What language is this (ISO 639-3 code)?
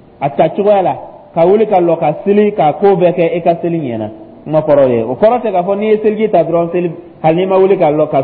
dyu